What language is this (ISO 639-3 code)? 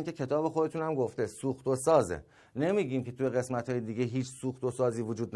fas